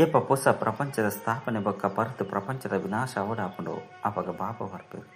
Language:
Tulu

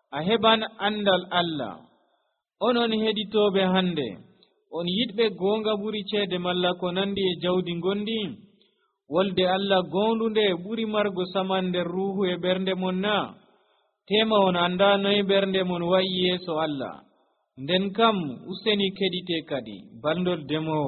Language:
Nigerian Fulfulde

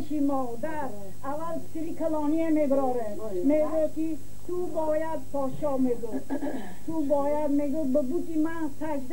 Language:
Tajik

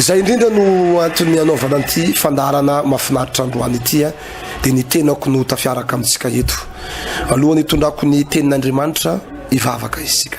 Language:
Malagasy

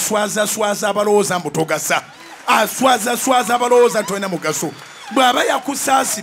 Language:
Ganda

